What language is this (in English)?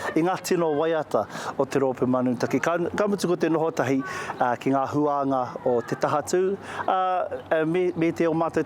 Māori